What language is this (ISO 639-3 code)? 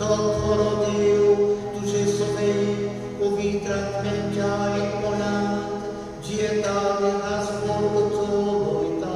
kok